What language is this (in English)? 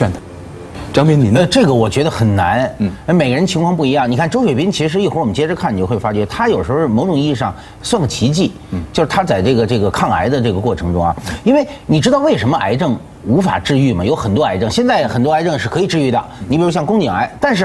Chinese